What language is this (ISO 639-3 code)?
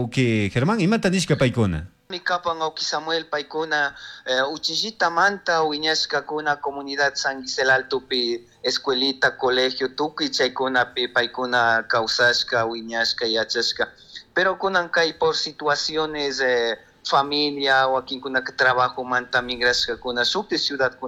qug